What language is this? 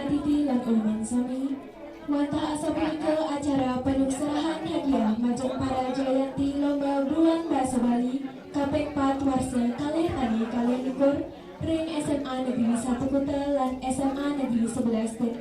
Balinese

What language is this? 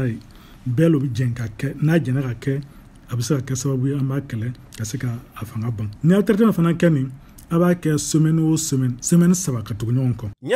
Bambara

